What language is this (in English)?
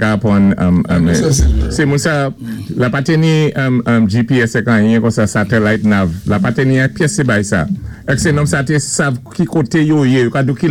Saint Lucian Creole French